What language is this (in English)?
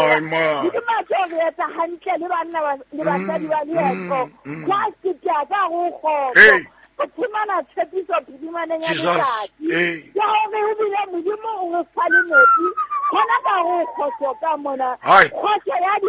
Southern Sotho